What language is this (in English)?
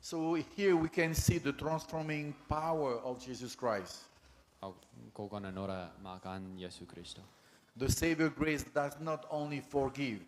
Gilbertese